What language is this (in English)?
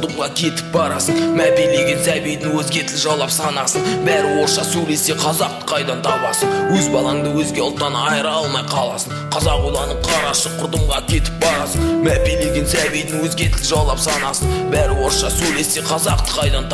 Kazakh